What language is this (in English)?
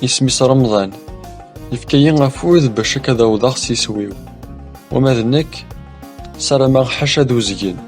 Kabyle